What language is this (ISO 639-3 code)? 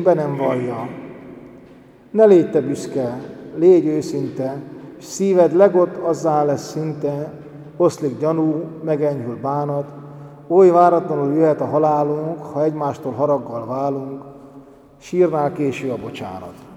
hun